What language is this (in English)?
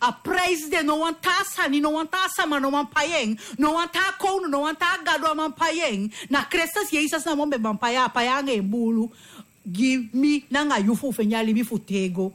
Sranan Tongo